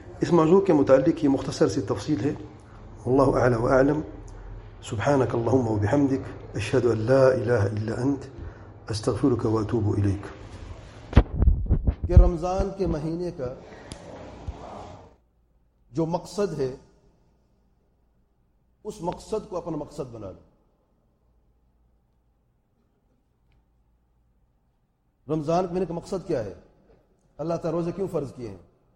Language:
Urdu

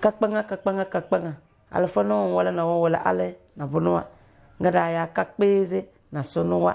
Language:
Tem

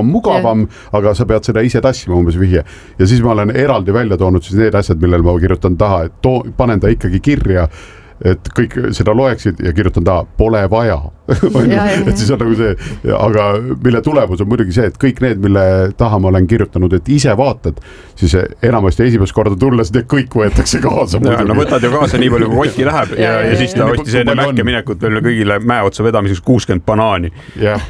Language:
Estonian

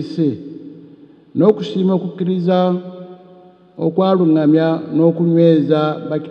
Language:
Ganda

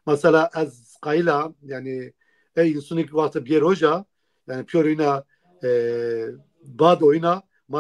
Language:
Zaza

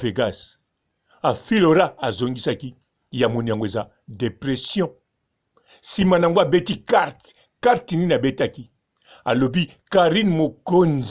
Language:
Lingala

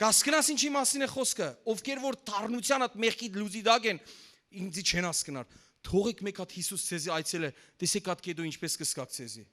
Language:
Western Armenian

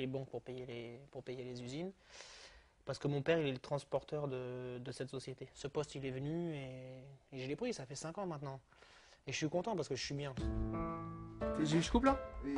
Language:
French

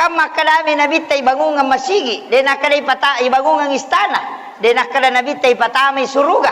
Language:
Buginese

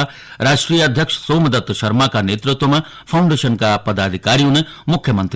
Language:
Garhwali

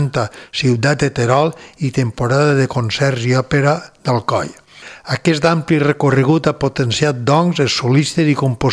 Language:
Catalan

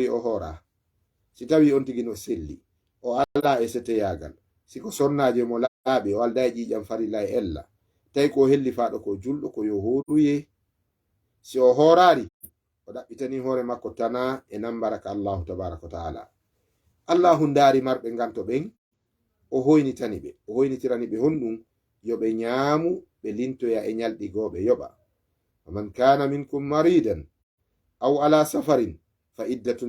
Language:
Fula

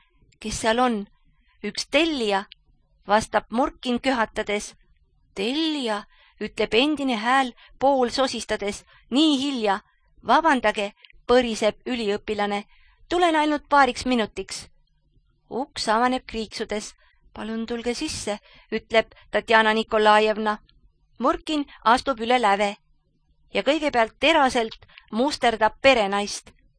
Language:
Estonian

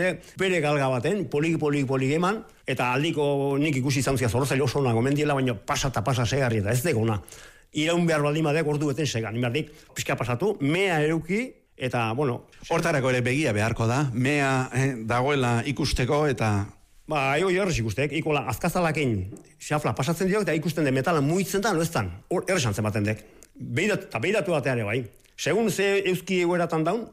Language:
Basque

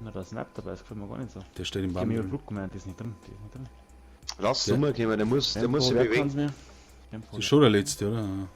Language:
Bavarian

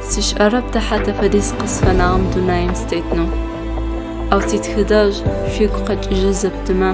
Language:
Adyghe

